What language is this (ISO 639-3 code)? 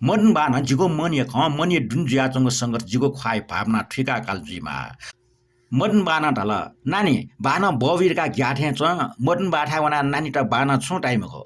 new